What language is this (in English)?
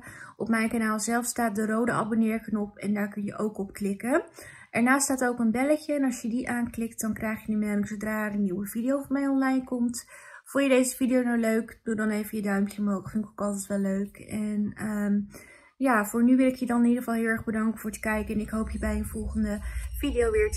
Dutch